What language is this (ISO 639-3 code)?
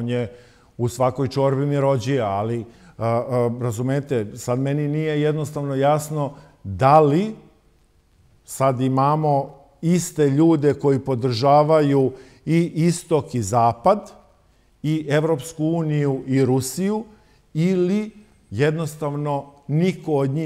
srp